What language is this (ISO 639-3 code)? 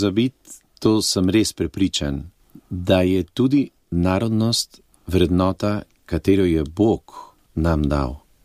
slv